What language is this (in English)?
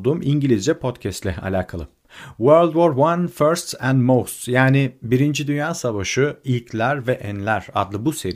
Turkish